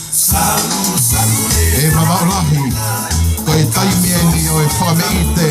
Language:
Tongan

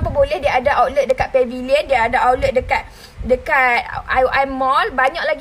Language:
Malay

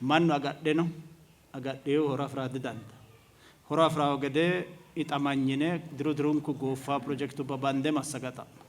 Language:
Sidamo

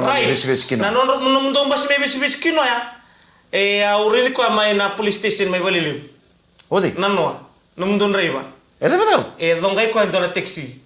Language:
Fijian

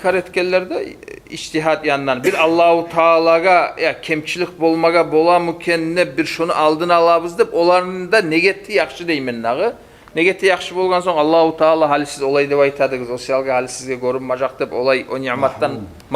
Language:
Kumyk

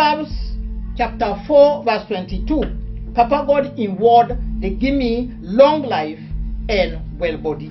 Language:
Krio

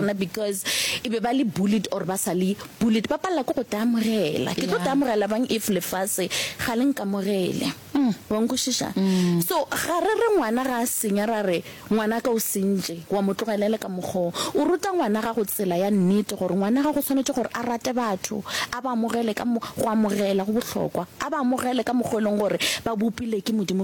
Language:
Northern Sotho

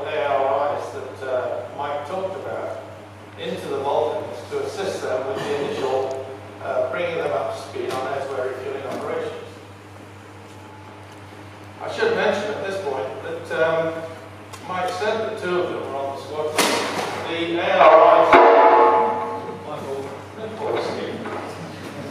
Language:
English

